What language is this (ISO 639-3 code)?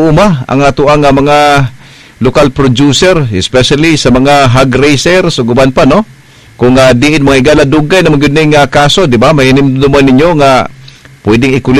ceb